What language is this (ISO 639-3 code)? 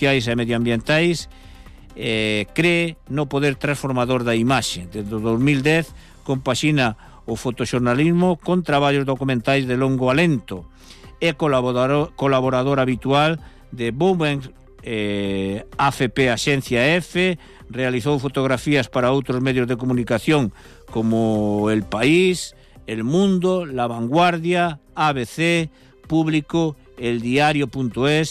glg